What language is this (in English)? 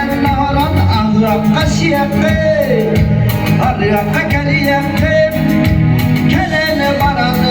Yakut